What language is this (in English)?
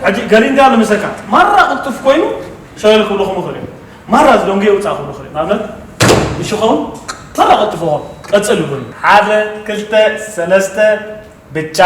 Tigrinya